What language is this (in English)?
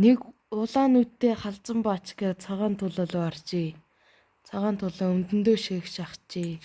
Mongolian